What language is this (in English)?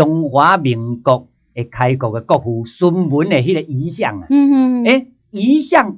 Min Nan Chinese